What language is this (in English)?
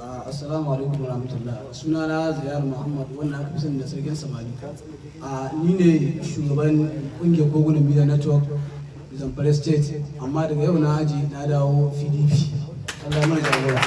Hausa